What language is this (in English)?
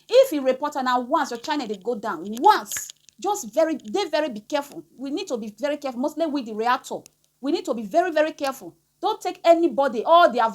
Nigerian Pidgin